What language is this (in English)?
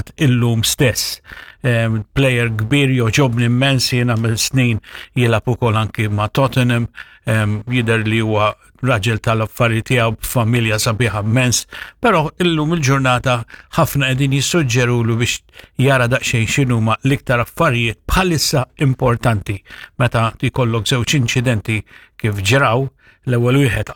Maltese